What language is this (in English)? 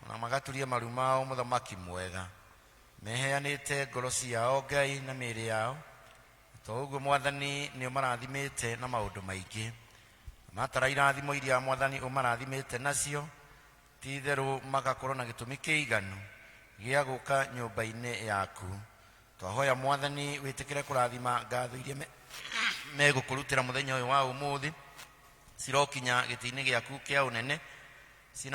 Kikuyu